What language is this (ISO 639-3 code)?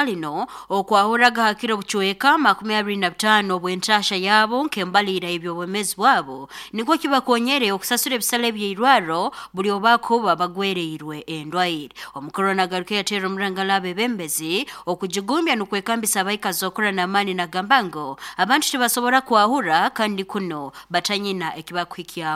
nyo